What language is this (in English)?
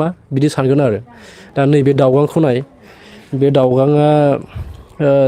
Bodo